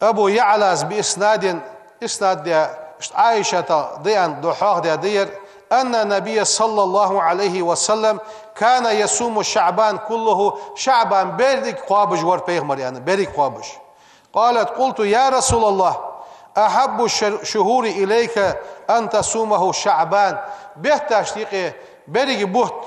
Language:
Ingush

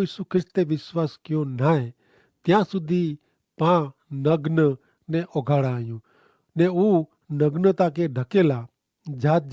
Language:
Kachhi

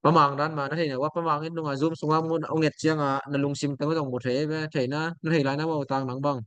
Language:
Tedim Chin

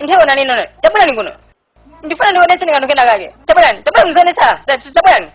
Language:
Nyanja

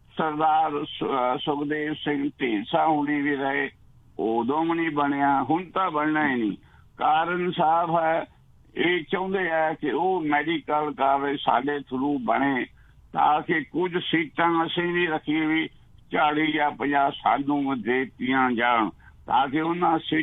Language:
Punjabi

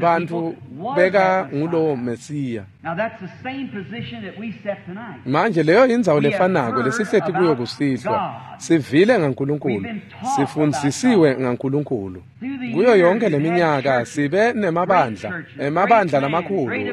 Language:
Swati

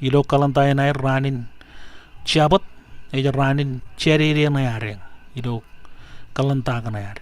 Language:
Marshallese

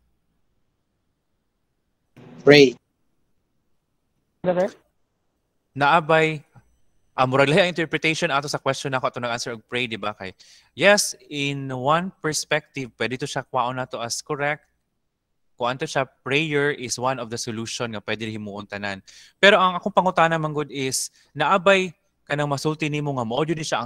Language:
Cebuano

